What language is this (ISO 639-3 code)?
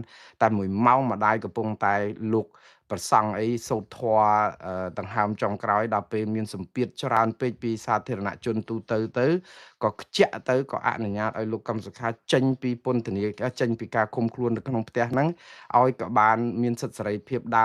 khm